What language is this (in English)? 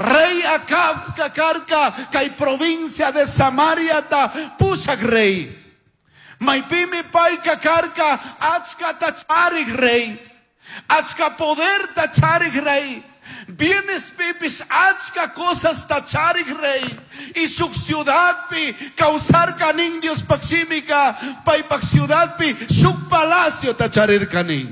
Chimborazo Highland Quichua